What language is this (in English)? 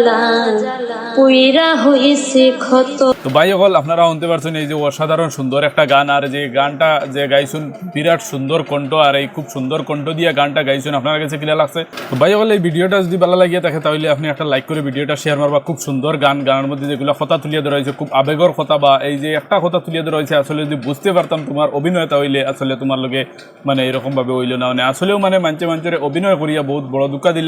Sylheti